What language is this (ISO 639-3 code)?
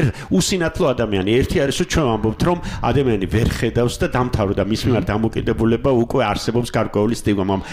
kat